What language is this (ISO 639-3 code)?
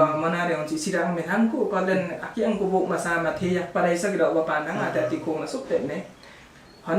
lif